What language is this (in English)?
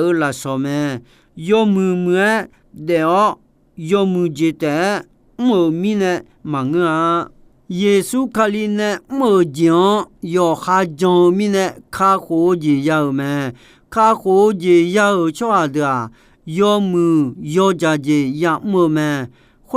Akha